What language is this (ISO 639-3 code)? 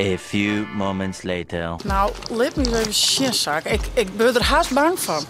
fry